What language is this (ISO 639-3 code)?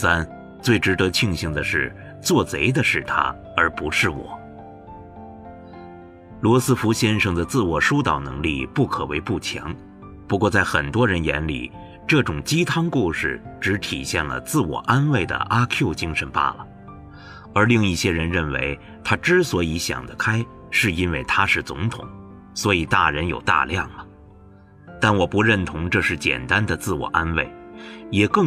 zho